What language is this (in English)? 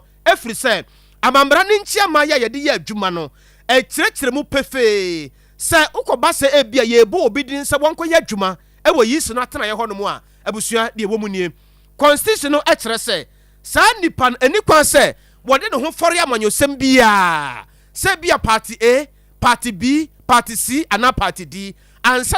Akan